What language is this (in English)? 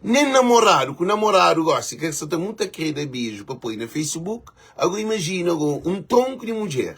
Kabuverdianu